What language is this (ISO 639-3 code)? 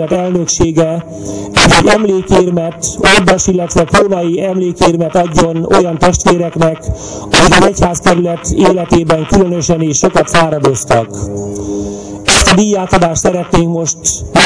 hun